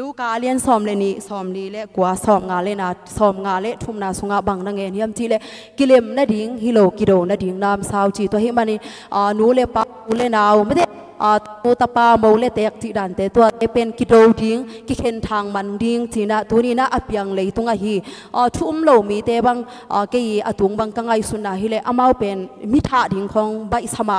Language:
Tedim Chin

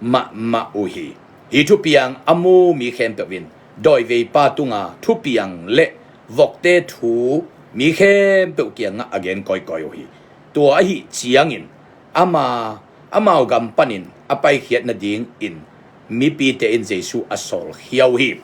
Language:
Tedim Chin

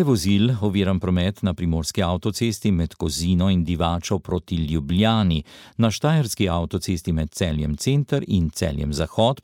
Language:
Slovenian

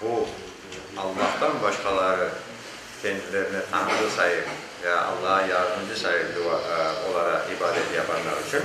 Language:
Crimean Tatar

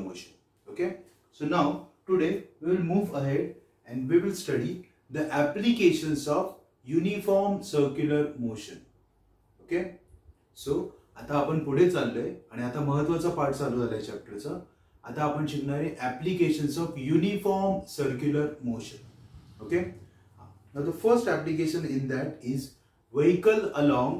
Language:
Marathi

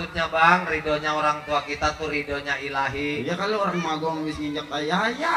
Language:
Betawi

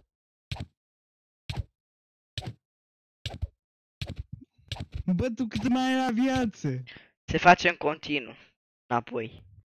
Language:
Romanian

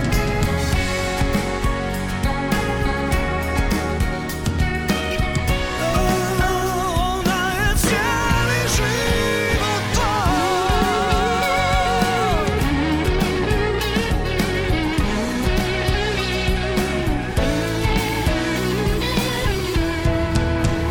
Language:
Croatian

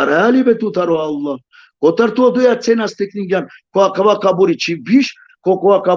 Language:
Balkan Romani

